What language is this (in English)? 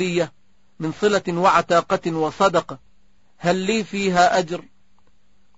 Arabic